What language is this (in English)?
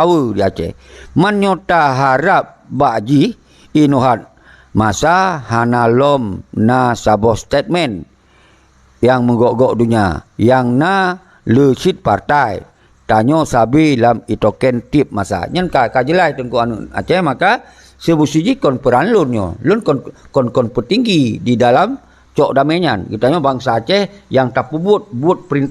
Achinese